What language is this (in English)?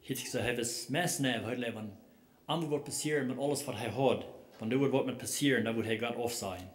Plautdietsch